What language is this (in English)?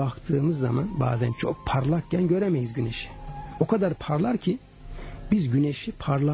Turkish